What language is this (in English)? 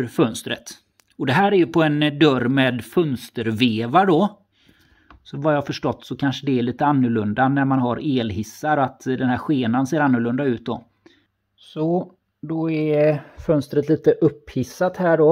Swedish